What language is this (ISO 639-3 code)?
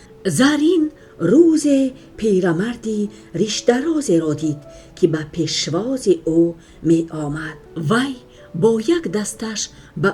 tgk